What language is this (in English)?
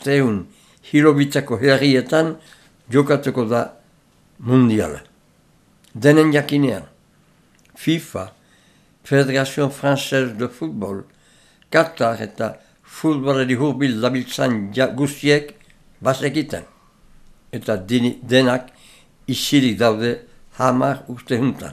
Basque